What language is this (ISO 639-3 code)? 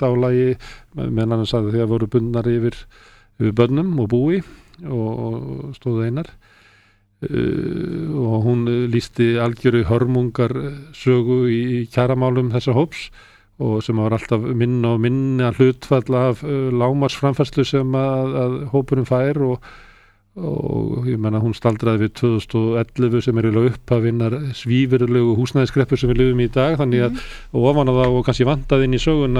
isl